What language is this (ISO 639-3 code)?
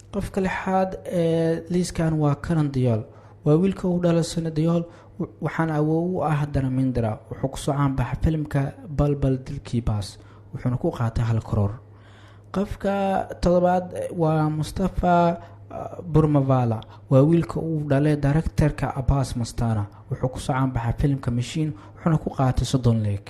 som